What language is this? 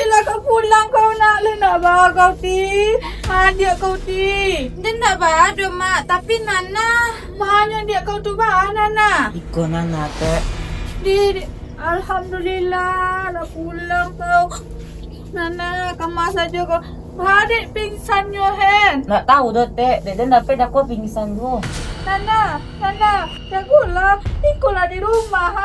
Minangkabau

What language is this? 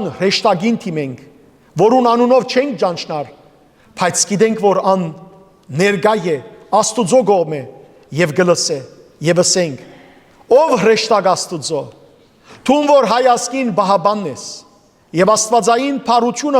Western Armenian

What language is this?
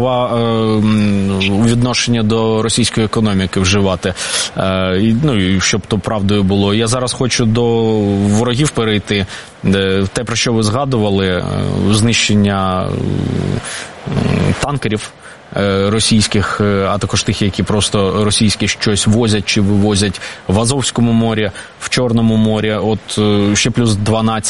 Ukrainian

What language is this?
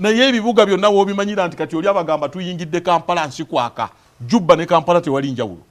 Ganda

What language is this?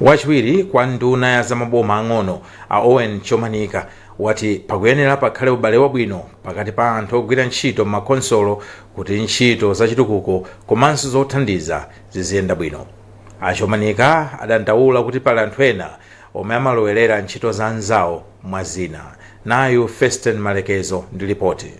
Nyanja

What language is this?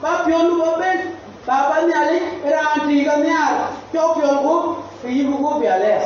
Dinka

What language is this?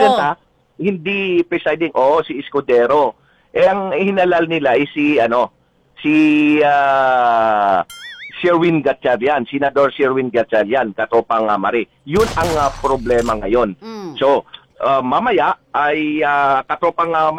Filipino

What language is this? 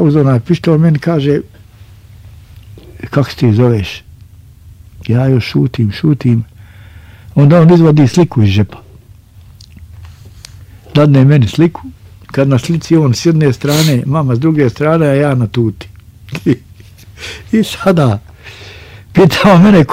Bosnian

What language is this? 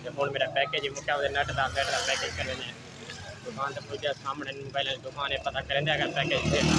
Saraiki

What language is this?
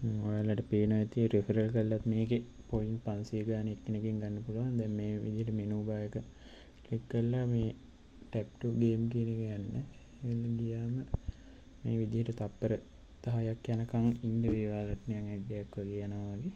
Sinhala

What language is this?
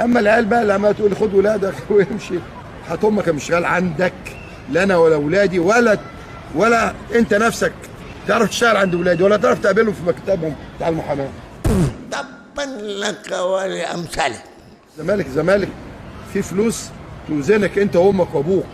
Egyptian Arabic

